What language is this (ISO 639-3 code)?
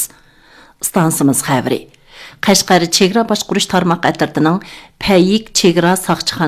uig